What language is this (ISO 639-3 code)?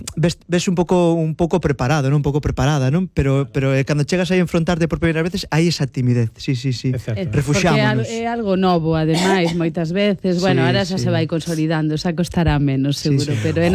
glg